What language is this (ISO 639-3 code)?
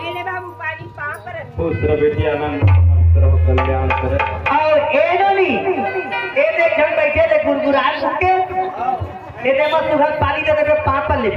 hne